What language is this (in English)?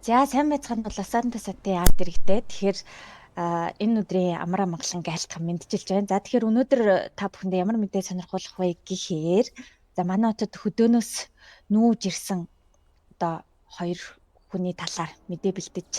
Mongolian